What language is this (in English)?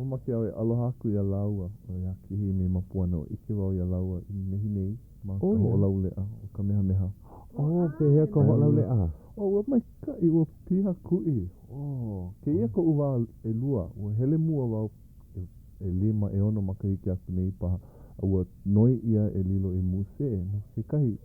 Hawaiian